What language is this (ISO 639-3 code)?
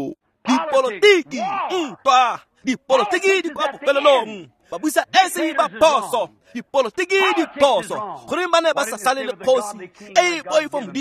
tsn